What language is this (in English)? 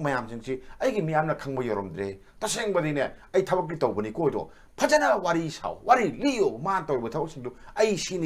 Manipuri